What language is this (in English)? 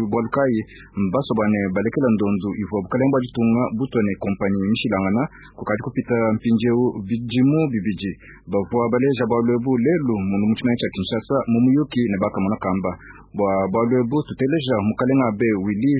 Luba-Lulua